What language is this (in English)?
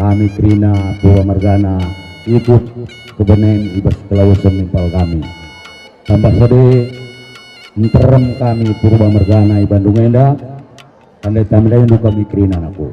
Batak Karo